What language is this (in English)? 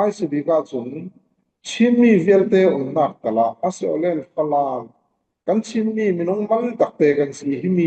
Falam Chin